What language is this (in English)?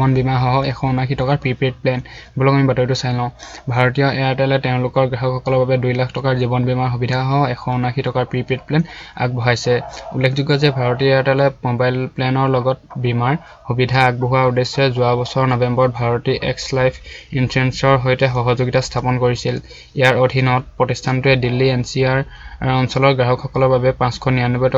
Assamese